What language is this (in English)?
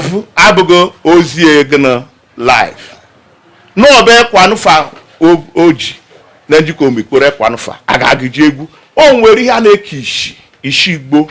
Igbo